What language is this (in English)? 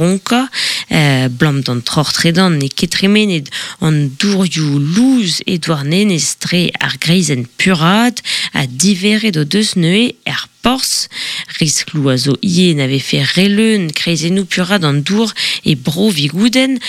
Breton